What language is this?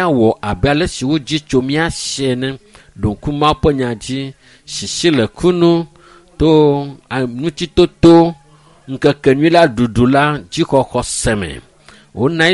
Ewe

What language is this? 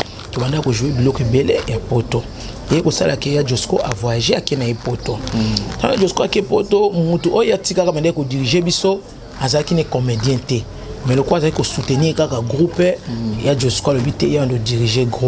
Lingala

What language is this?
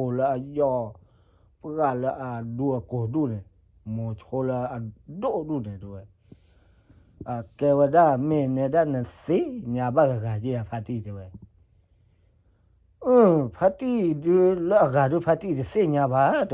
S'gaw Karen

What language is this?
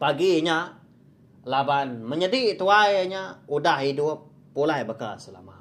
Iban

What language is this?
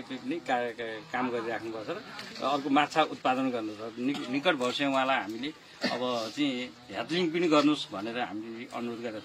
Nepali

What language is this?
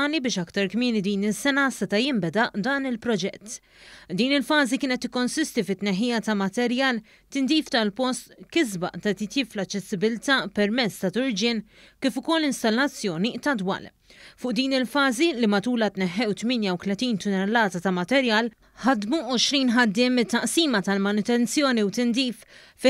Maltese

